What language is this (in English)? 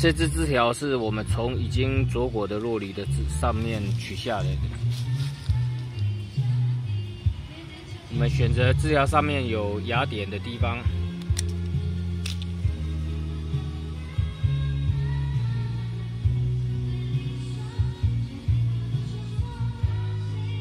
Chinese